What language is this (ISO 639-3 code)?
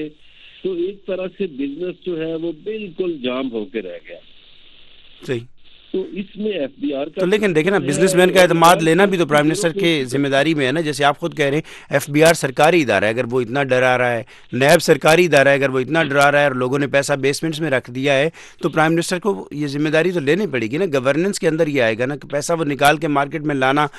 urd